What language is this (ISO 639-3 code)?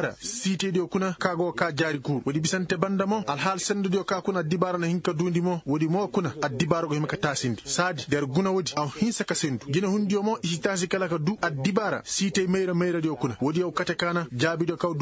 ses